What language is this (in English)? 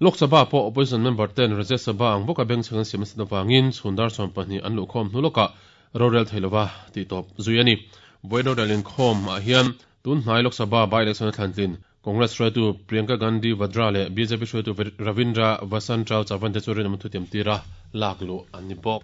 Mizo